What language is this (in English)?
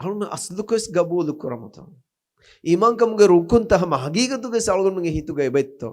Divehi